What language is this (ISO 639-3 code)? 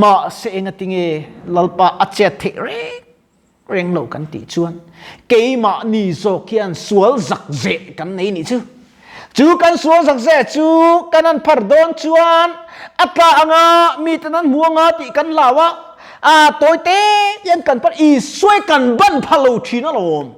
lus